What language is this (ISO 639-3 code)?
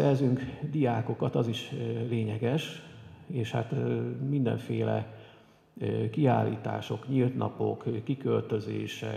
hun